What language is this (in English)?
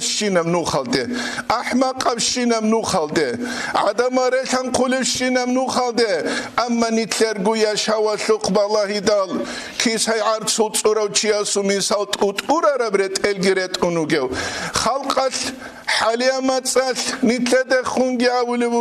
Avaric